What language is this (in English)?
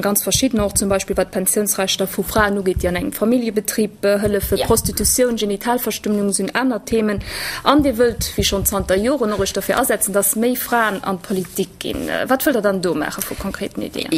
Luxembourgish